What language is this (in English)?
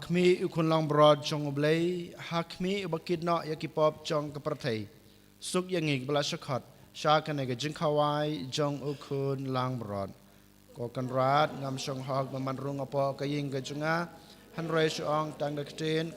Khasi